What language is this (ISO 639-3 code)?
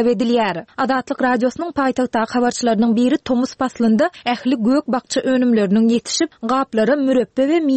tuk